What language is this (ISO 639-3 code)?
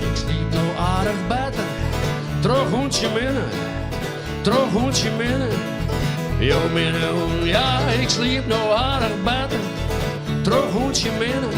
fry